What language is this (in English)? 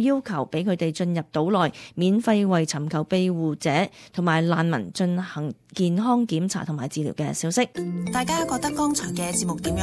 Cantonese